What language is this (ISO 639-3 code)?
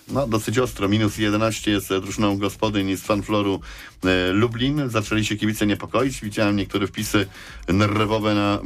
pol